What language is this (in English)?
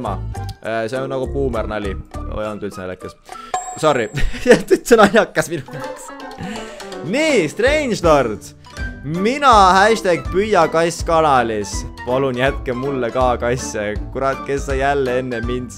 Estonian